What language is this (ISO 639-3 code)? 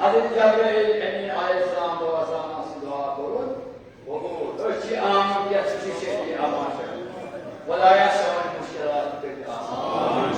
kas